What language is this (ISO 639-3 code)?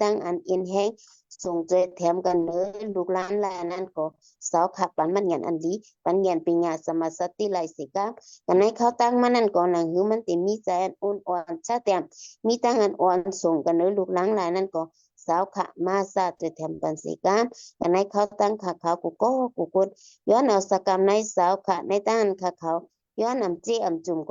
shn